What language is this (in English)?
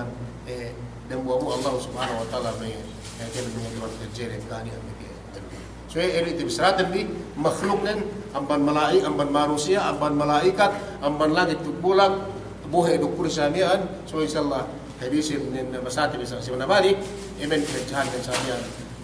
Yakan